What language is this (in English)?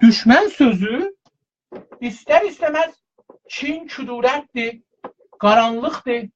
South Azerbaijani